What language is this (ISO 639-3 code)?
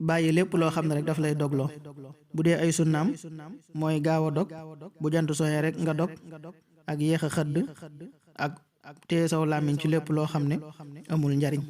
wol